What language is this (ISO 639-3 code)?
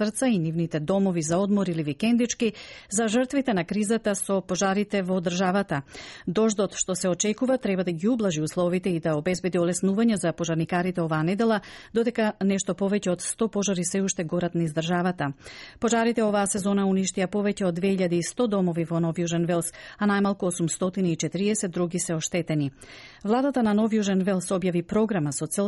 mkd